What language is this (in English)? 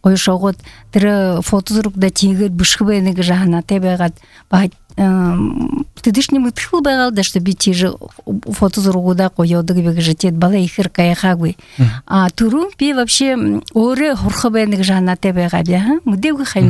Buriat